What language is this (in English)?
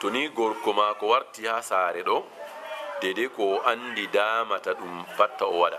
Fula